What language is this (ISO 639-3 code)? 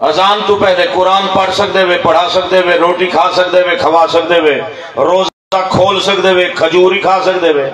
skr